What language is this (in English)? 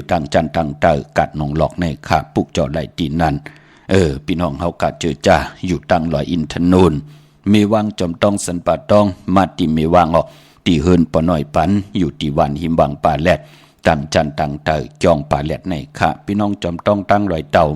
Shan